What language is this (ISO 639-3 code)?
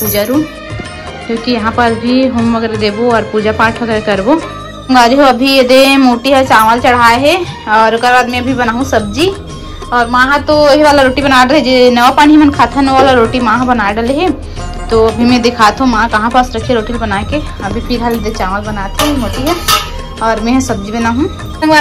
hne